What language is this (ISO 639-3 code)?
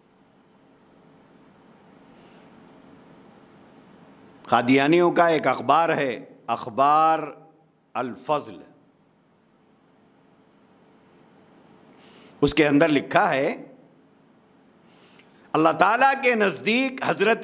urd